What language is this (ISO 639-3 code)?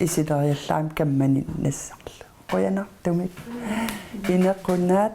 kal